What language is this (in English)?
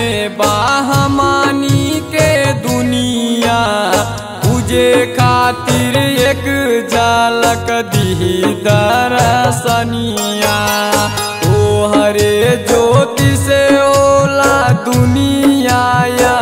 Bhojpuri